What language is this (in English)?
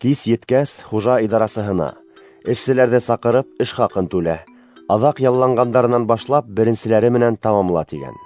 Bashkir